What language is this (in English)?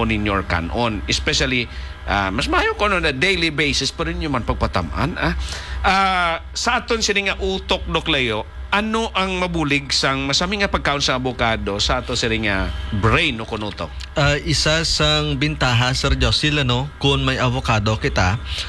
Hiligaynon